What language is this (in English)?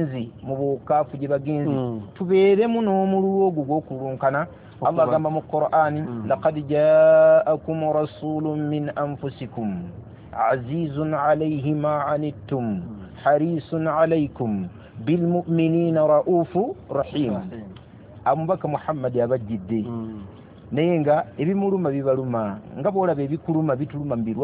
Ganda